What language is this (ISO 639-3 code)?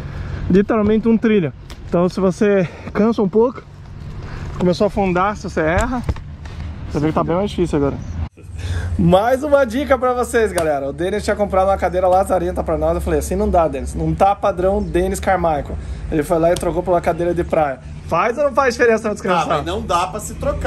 por